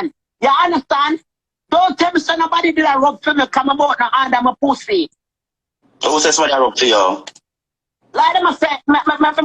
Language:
Jamaican Creole English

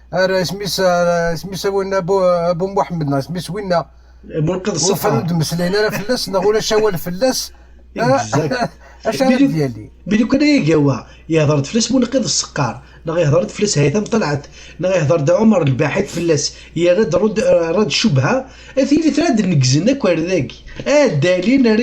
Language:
Kabyle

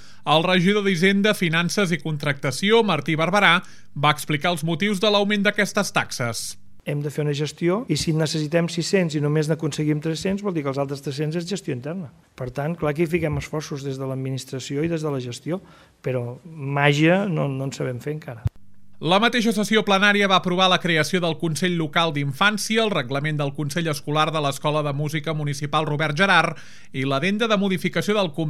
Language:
Catalan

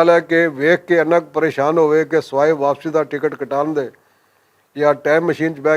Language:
Western Panjabi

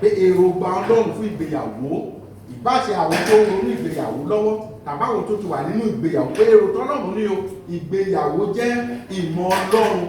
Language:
Yoruba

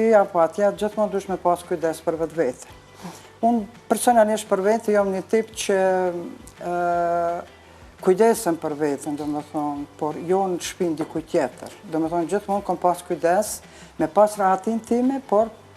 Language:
Albanian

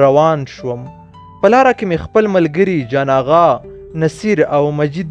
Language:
Pashto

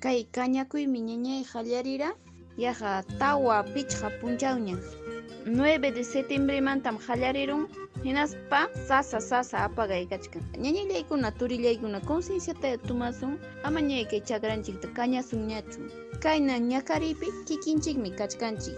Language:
Ayacucho Quechua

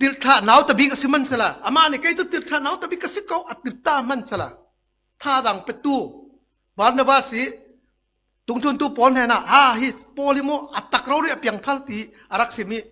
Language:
Falam Chin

